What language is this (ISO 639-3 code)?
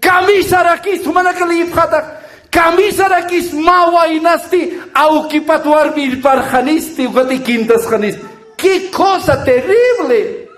aym